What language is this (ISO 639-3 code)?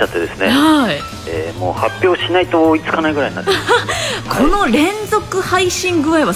jpn